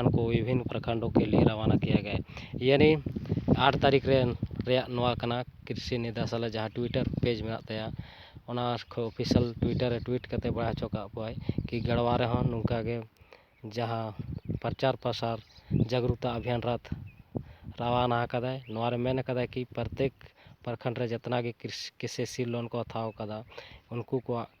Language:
Santali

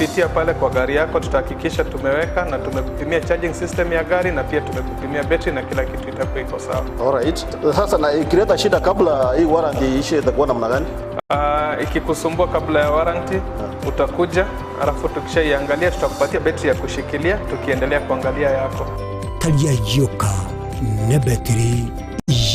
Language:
Gusii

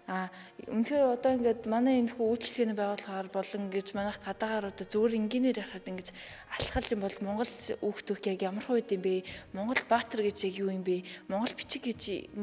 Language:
Mongolian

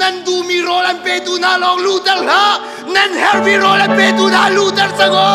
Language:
Hakha Chin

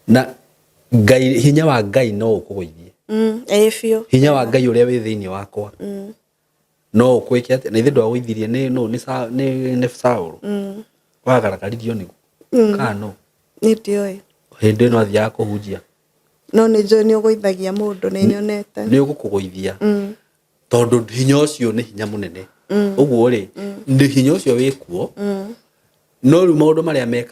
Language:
Kikuyu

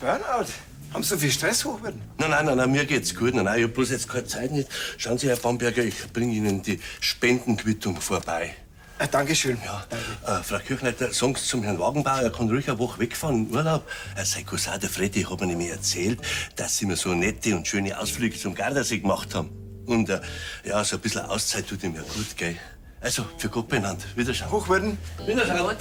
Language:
Bavarian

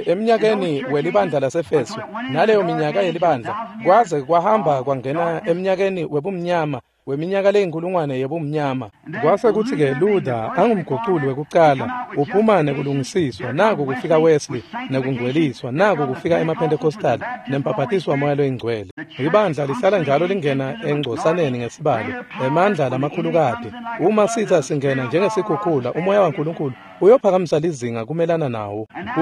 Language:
Swati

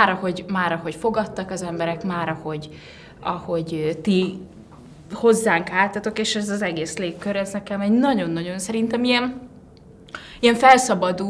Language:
Hungarian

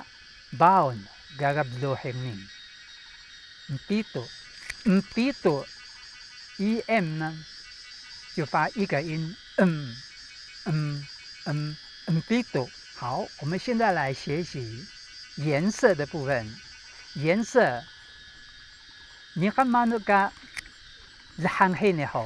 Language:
Taroko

